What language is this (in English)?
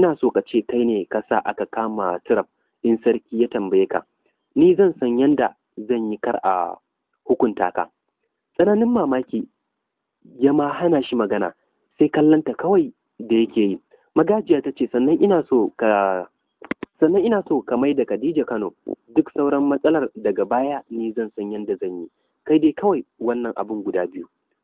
Hausa